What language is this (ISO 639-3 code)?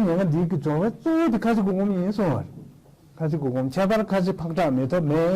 bod